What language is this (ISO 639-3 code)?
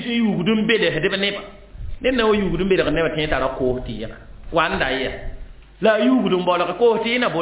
mos